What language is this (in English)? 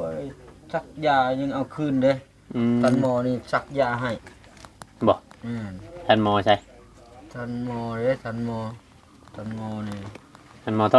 Northeastern Thai